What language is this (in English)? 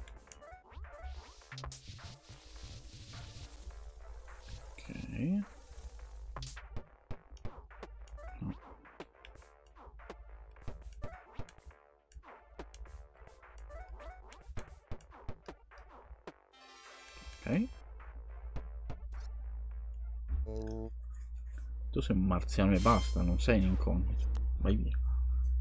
Italian